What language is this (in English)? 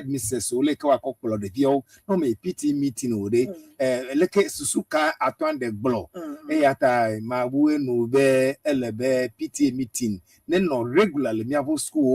Ewe